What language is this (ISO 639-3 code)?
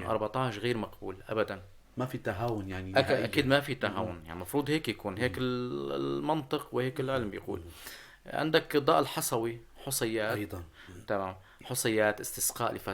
apc